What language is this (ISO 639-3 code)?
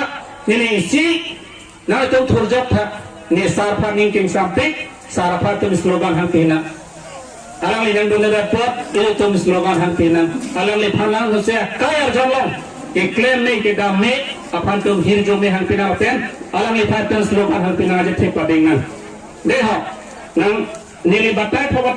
mjw